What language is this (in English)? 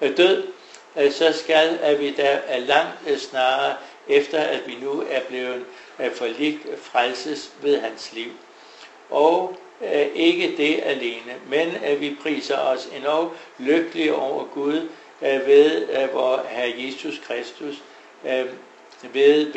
Danish